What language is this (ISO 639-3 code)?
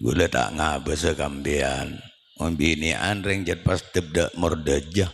mad